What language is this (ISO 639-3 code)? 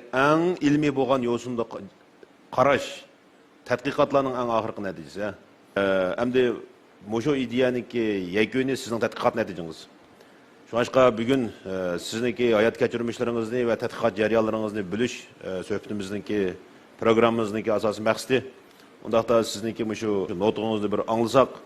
uig